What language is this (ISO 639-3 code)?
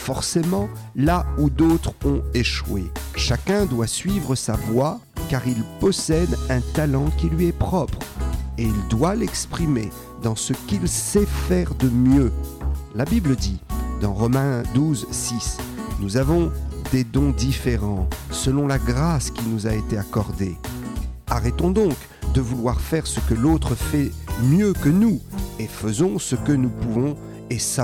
fra